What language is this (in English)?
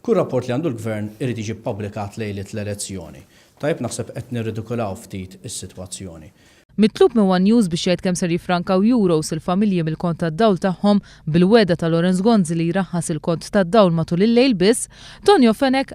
Maltese